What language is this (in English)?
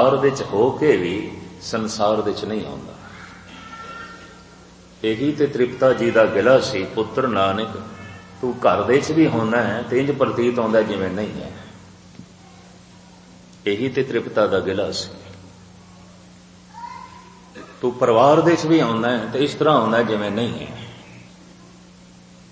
Punjabi